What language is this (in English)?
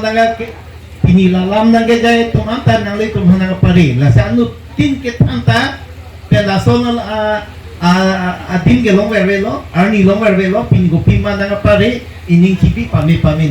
Karbi